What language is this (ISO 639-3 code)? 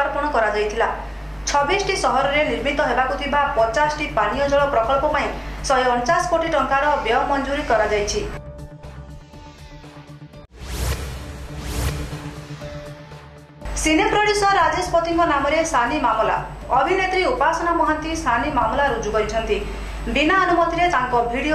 ori